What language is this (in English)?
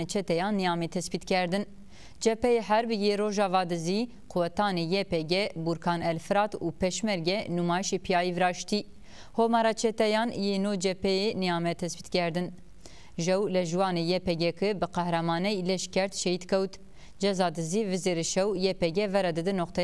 Zaza